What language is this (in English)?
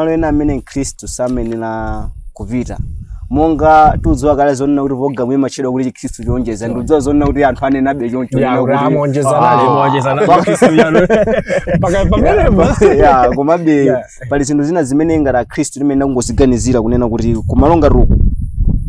Nyanja